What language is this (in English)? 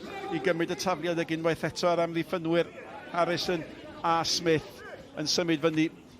Welsh